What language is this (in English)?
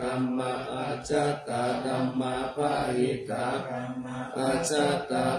Pali